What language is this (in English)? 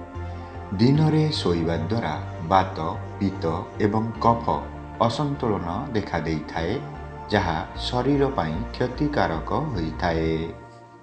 Odia